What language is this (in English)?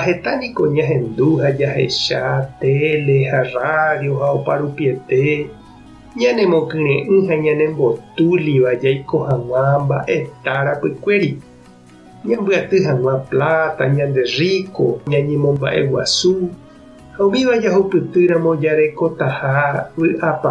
Guarani